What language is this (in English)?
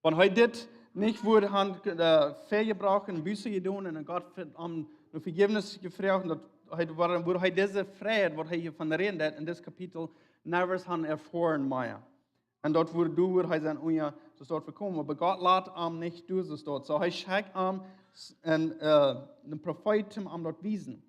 Plautdietsch